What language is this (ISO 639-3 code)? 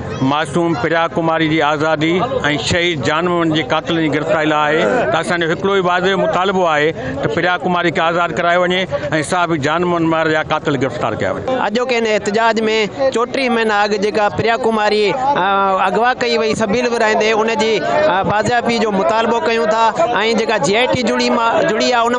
snd